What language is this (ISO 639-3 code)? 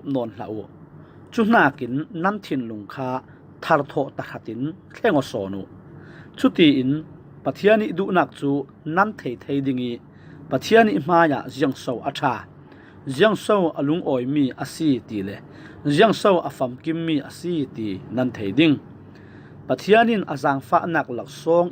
cfm